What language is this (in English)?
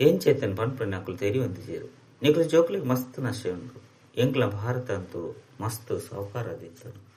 Tulu